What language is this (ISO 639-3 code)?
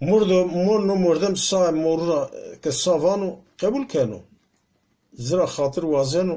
zza